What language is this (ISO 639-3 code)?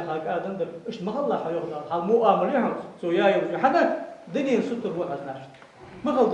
inh